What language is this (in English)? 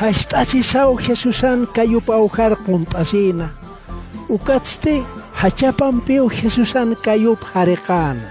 Aymara